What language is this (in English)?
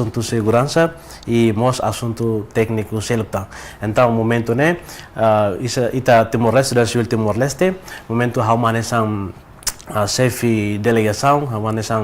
Tetum